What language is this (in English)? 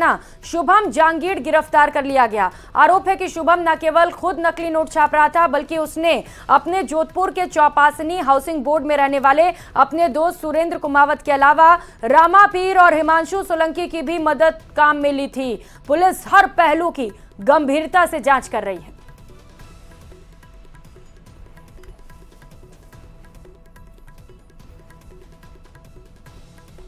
Hindi